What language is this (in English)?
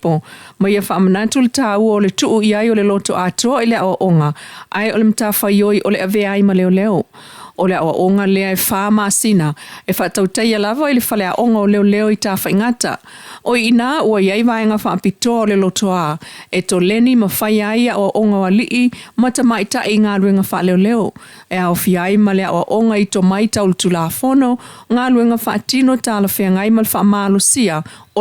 Samoan